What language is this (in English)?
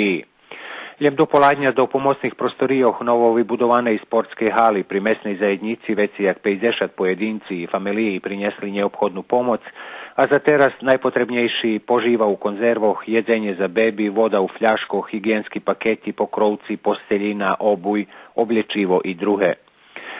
Rusyn